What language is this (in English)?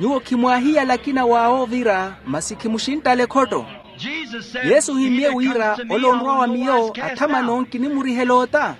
Makhuwa